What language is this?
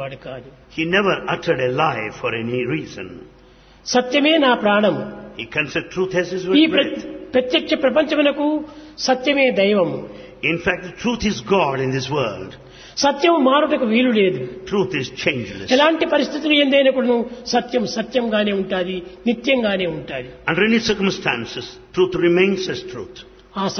Telugu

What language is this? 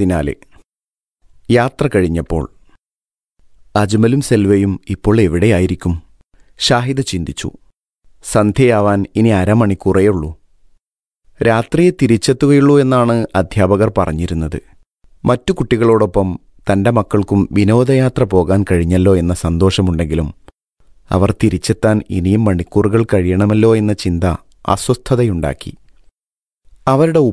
Malayalam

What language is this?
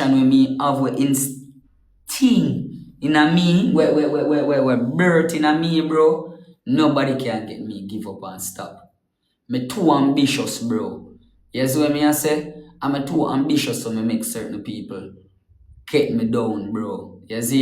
Jamaican Creole English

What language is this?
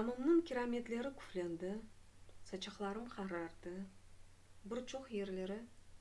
Crimean Tatar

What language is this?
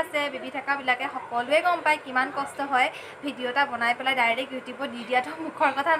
Assamese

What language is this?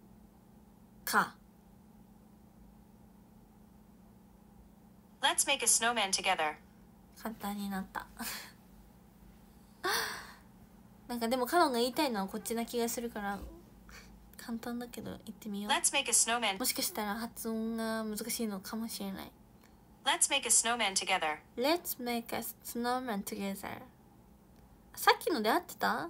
Japanese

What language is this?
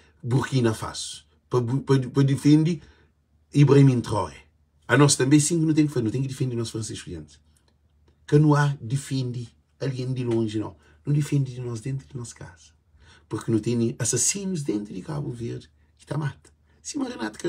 Kabuverdianu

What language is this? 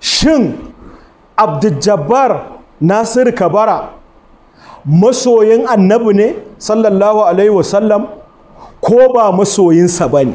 Hausa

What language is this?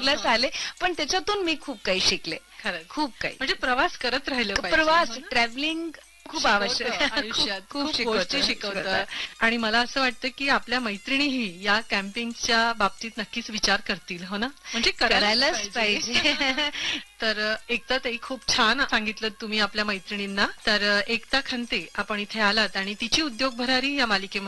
Marathi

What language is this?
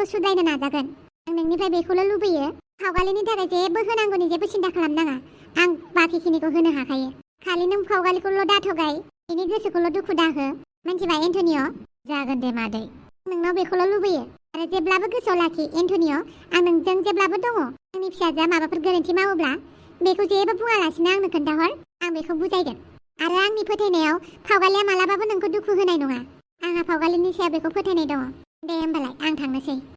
Bodo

